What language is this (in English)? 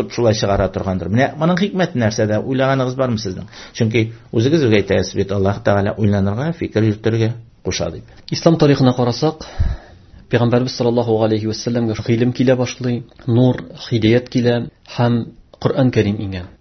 Tatar